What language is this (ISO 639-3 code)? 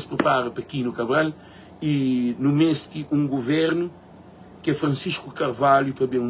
kea